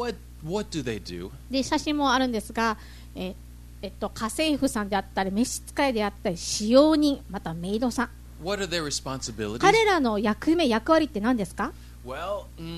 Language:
Japanese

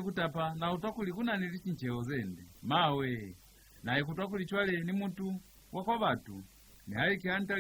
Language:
Lozi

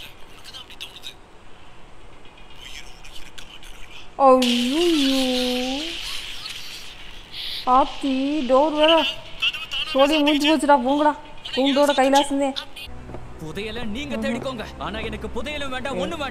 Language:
Tamil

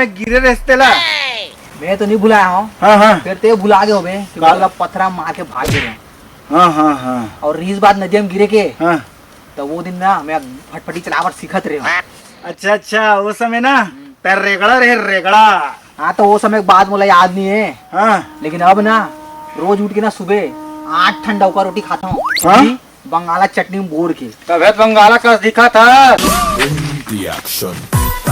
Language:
Chhattisgarhi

